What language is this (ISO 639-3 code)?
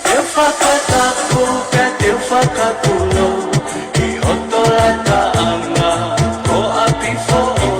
ton